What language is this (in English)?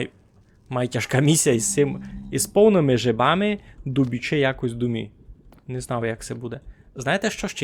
Rusyn